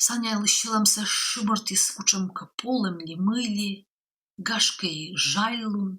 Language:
Komi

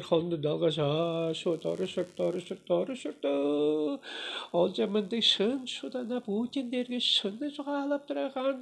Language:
Tuvinian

